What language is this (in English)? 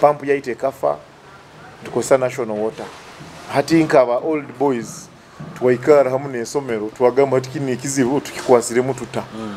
Nyoro